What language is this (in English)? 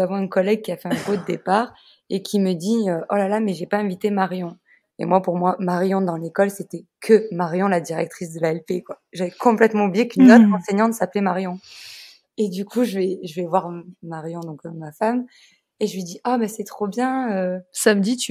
French